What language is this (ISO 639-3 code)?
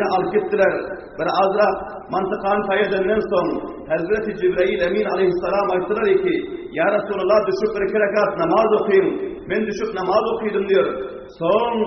tuk